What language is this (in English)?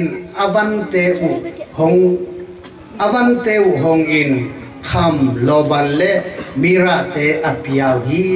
Tedim Chin